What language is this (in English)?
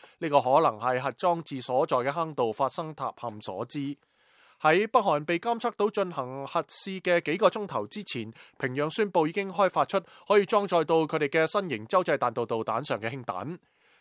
Cantonese